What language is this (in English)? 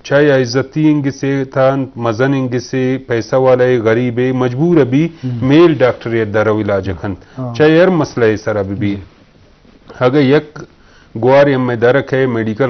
Eastern Balochi